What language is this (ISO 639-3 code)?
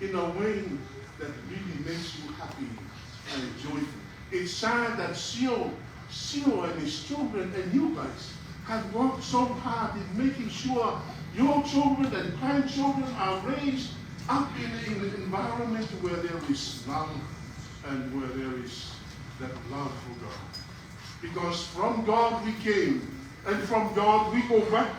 smo